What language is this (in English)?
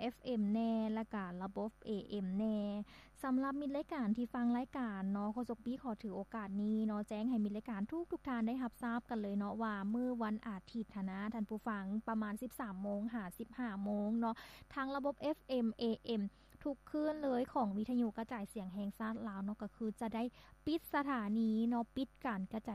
Lao